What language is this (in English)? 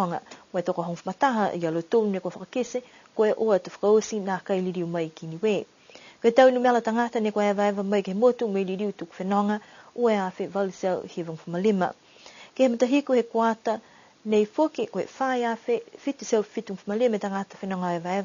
Niuean